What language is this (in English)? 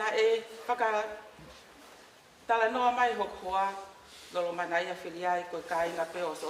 Tongan